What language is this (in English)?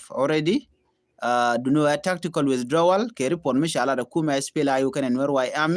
Nuer